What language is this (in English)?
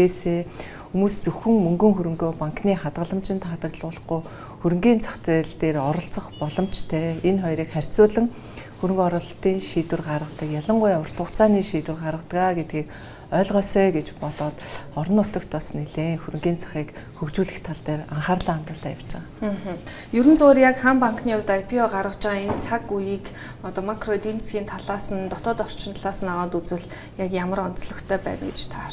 Mongolian